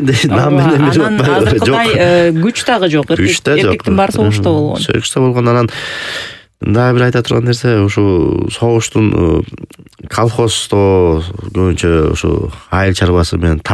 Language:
Kyrgyz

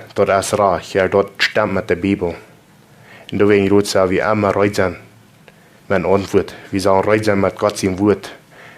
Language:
Plautdietsch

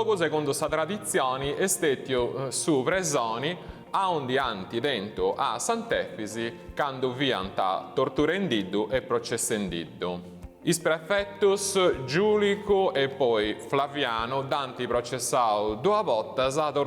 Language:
Sardinian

